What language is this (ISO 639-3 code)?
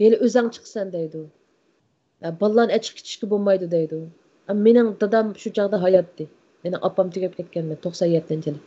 uig